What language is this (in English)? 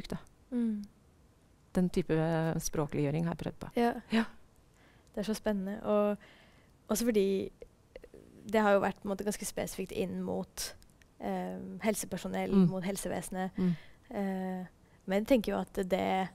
Norwegian